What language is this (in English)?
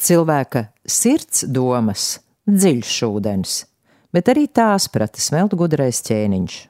Latvian